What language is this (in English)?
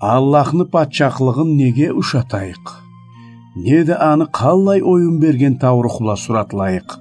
Karachay-Balkar